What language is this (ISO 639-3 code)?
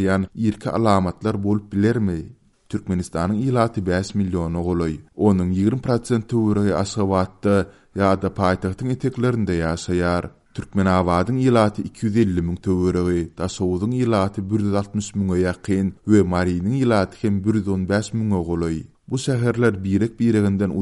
tuk